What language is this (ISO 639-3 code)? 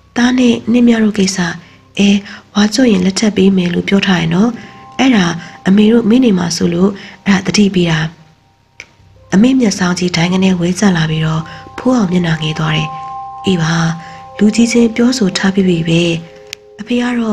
mya